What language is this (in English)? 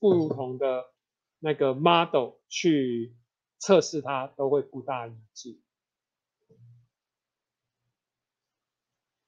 Chinese